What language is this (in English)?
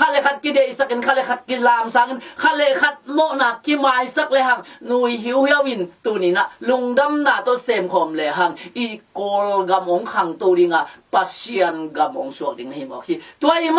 Tedim Chin